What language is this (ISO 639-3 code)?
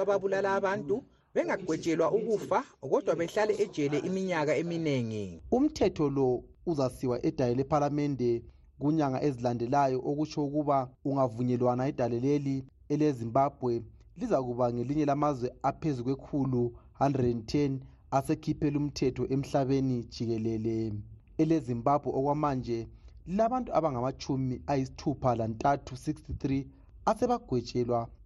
nde